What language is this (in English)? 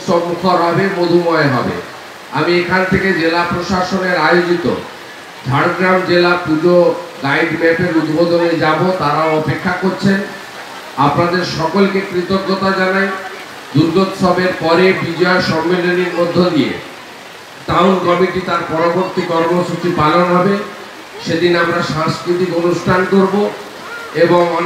Bangla